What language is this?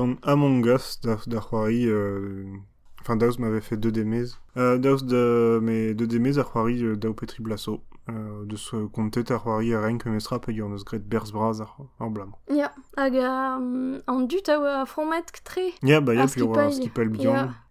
Breton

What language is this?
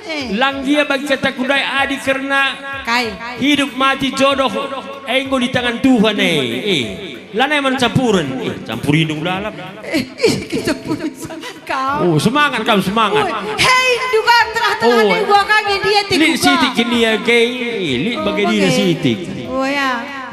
Batak Karo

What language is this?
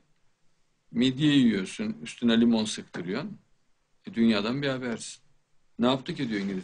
Turkish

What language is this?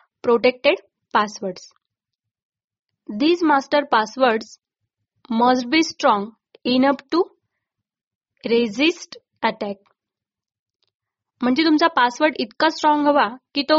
Marathi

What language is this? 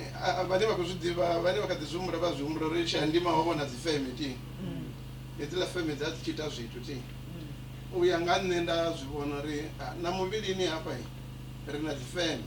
Venda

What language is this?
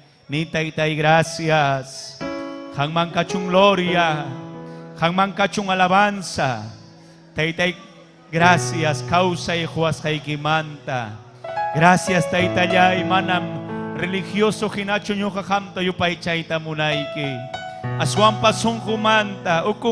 Ayacucho Quechua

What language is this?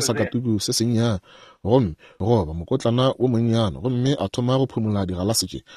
Northern Sotho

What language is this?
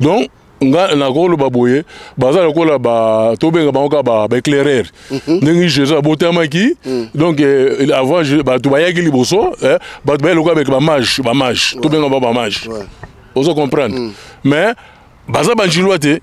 Lingala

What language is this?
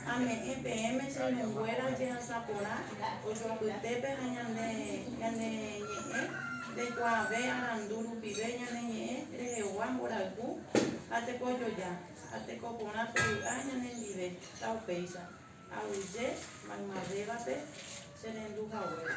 Guarani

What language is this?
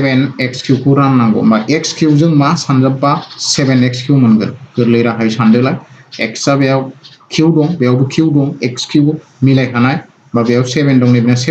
Bodo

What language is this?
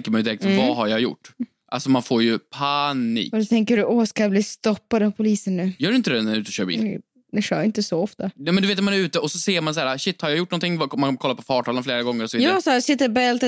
Swedish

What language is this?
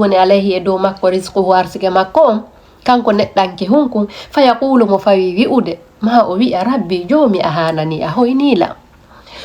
Fula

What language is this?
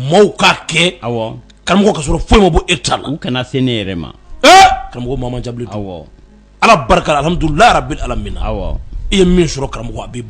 Bambara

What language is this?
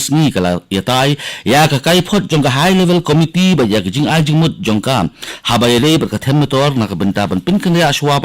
Khasi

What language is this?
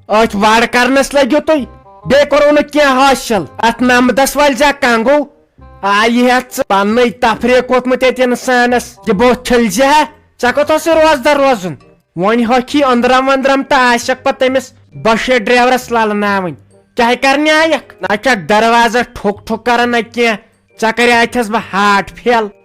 Kashmiri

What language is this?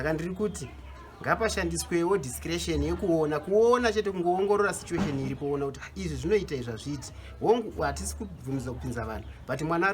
Shona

